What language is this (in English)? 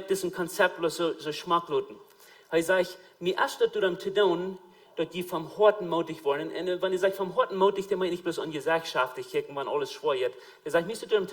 Plautdietsch